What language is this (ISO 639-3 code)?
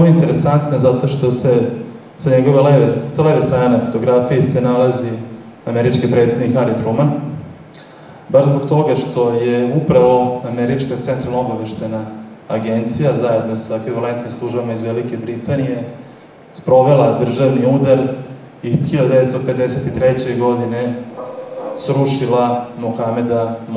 srp